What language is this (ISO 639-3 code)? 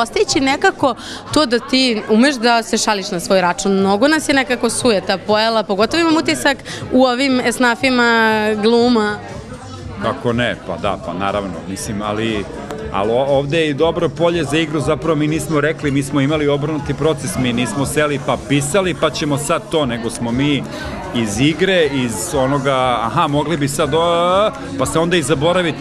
srp